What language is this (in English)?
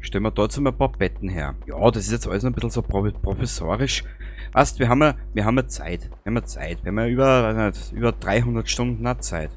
Bavarian